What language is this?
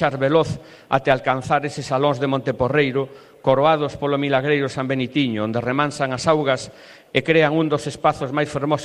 Galician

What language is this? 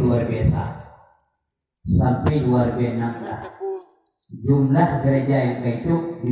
Achinese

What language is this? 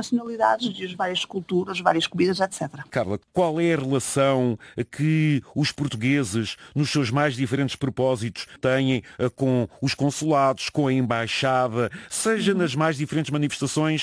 Portuguese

